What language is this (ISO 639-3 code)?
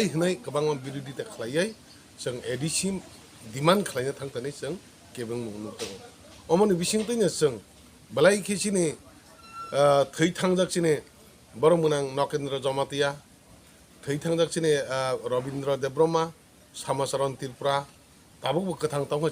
trp